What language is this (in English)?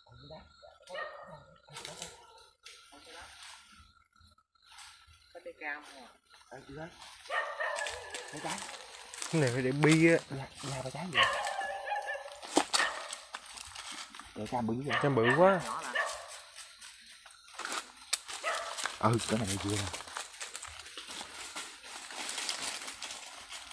Vietnamese